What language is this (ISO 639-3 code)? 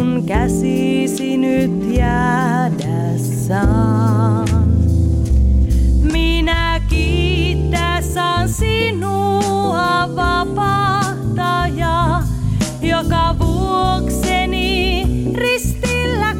fin